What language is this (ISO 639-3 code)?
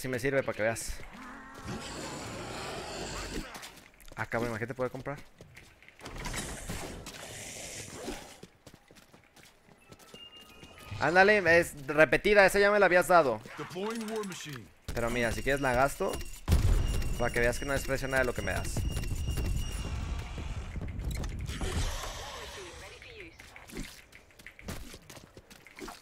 spa